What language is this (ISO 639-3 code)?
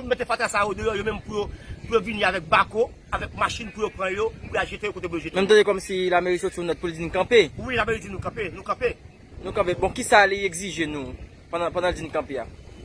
hat